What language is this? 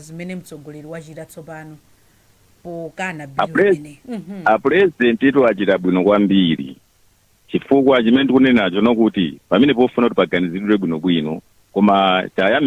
Nyanja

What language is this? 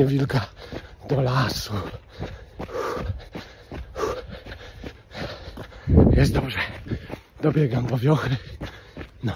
Polish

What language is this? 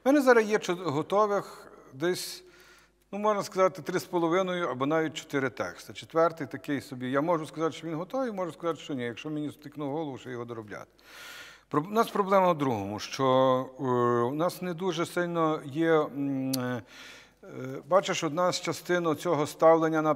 Ukrainian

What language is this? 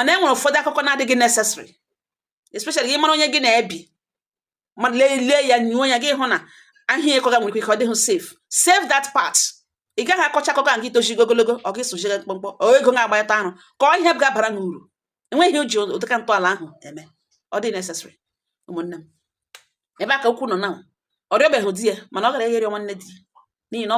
Igbo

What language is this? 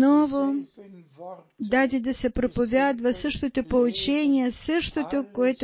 Bulgarian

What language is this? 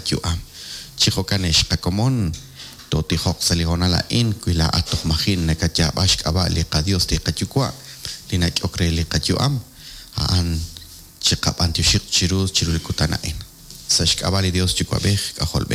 Kekchí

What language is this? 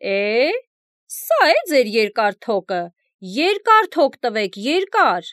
Armenian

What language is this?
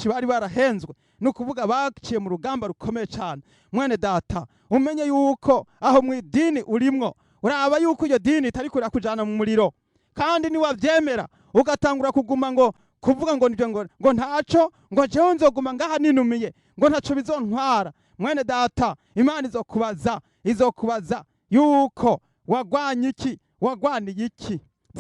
Rundi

